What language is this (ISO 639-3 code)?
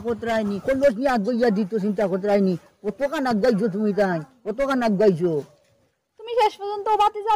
syl